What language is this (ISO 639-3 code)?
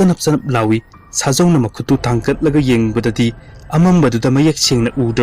mni